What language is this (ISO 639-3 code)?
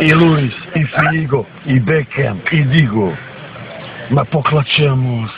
bos